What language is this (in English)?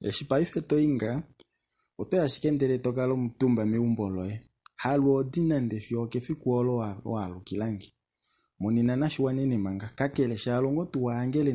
Kuanyama